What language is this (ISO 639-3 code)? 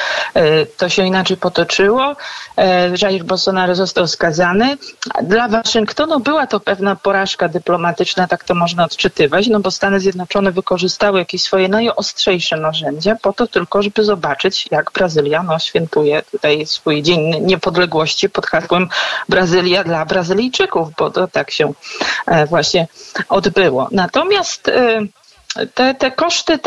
pol